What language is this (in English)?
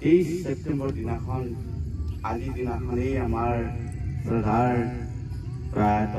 Assamese